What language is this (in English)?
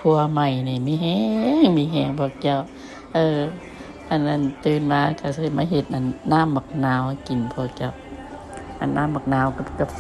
Lao